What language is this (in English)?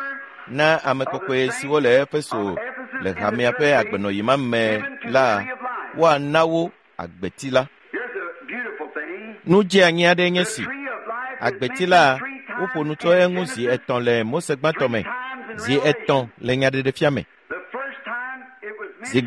Ewe